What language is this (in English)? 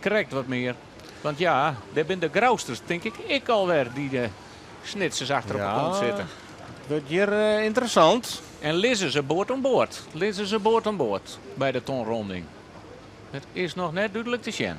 Western Frisian